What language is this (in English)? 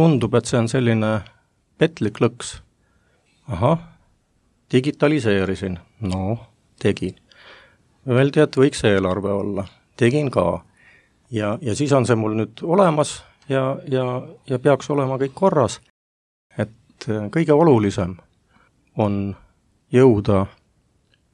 Estonian